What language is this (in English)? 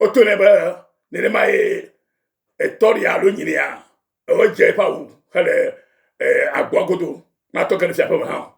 Ewe